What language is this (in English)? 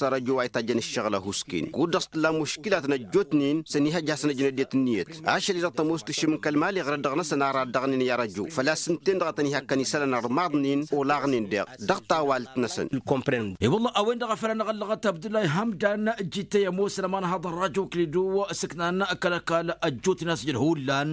Tamasheq